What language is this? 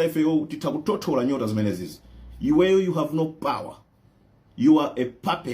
Nyanja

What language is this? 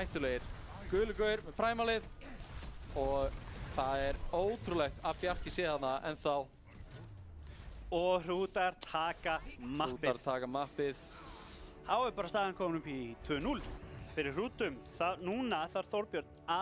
Icelandic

